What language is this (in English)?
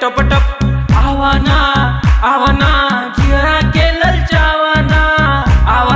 Bhojpuri